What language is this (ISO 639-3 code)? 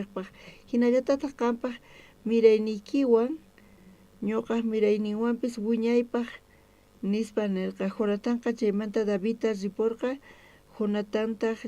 quh